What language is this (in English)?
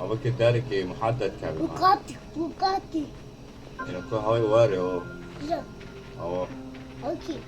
Kurdish